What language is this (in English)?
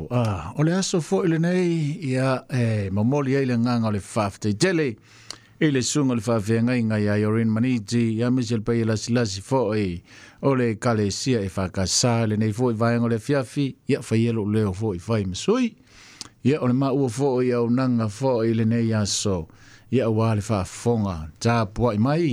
Samoan